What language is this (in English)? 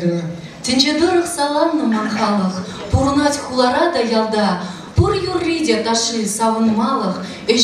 Chuvash